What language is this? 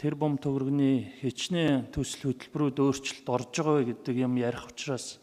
Mongolian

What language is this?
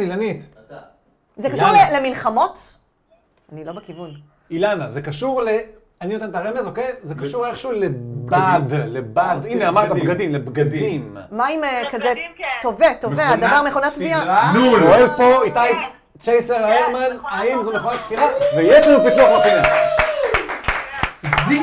Hebrew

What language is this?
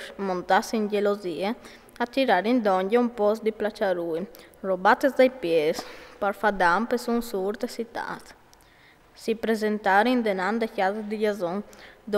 Friulian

